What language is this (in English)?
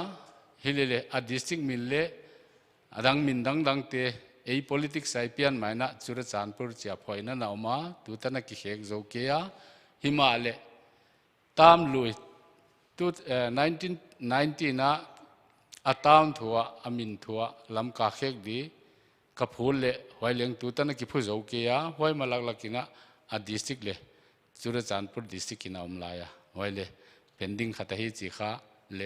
Paite Chin